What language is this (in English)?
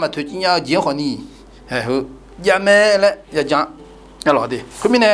Akha